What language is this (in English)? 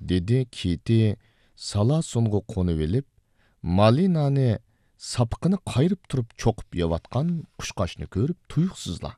Uyghur